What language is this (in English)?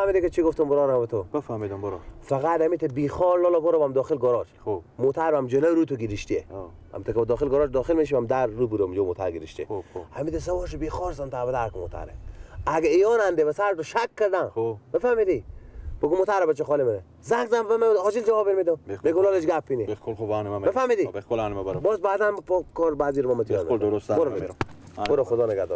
Persian